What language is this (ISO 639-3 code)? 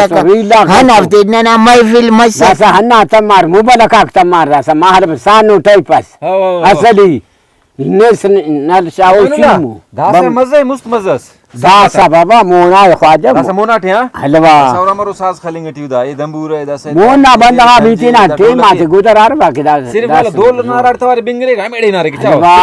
brh